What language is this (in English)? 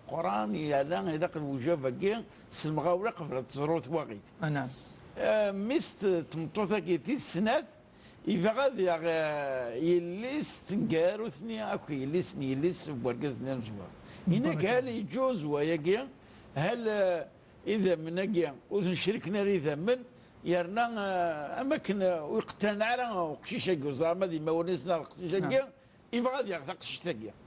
Kabyle